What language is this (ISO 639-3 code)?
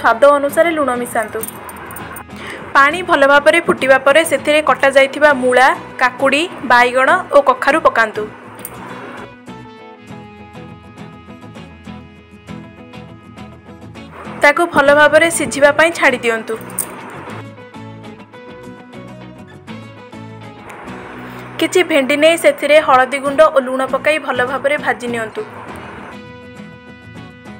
ori